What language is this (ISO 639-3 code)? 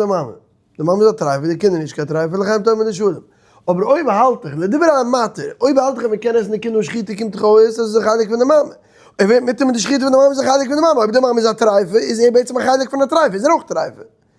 yid